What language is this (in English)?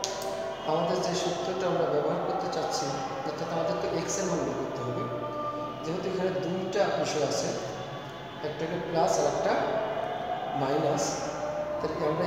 Bangla